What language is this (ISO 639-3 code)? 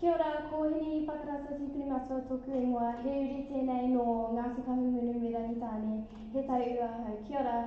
mri